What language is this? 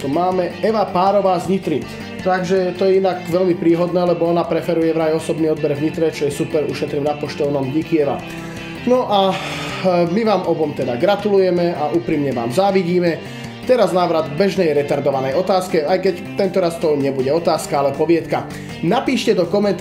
Slovak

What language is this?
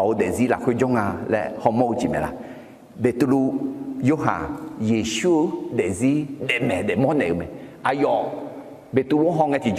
Akha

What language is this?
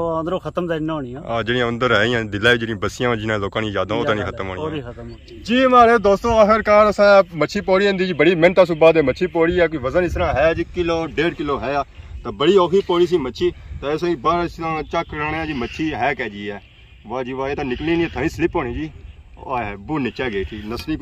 Pahari-Potwari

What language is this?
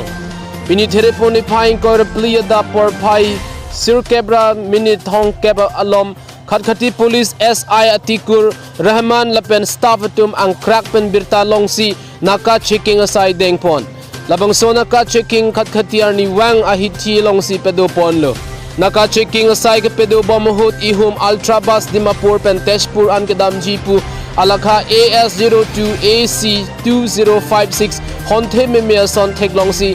Karbi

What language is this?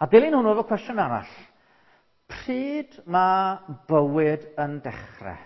Welsh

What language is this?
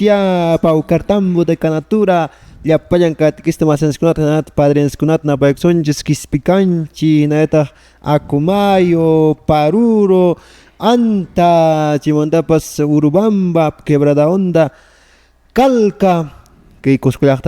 Quechua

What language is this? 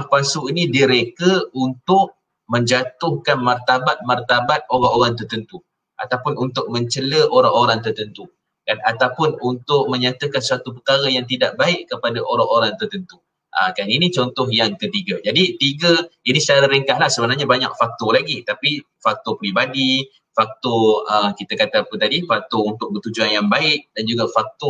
Malay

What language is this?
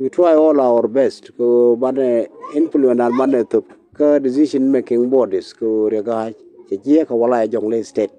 Nuer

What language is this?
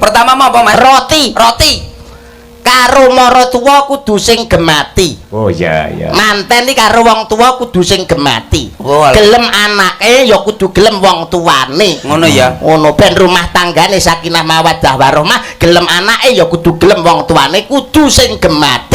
Javanese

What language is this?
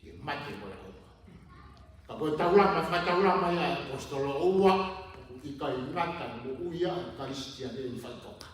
Tongan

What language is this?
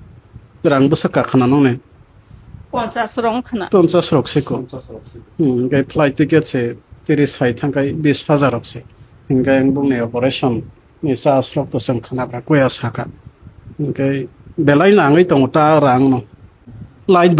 Kok Borok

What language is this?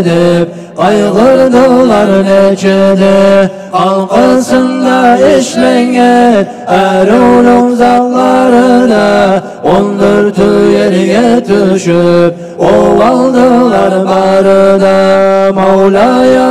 Kumyk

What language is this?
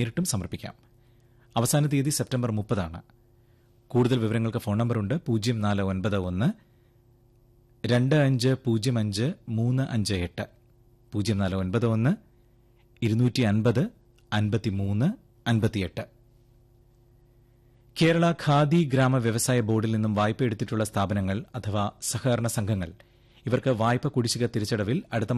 Malayalam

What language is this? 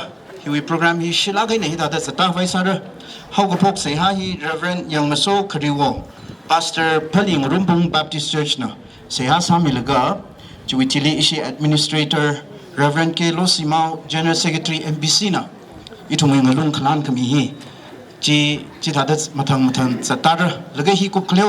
Tangkhul Naga (India)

